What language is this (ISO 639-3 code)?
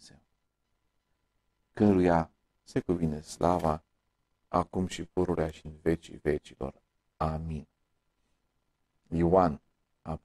ron